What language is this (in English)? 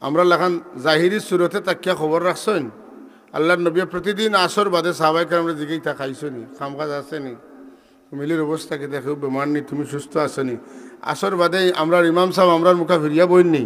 Sylheti